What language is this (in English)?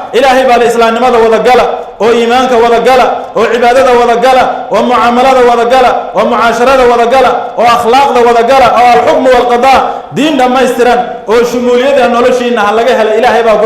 Somali